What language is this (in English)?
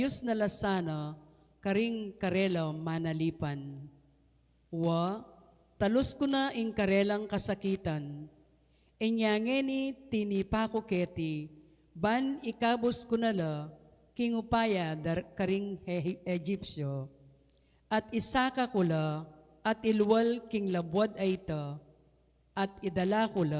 Pampanga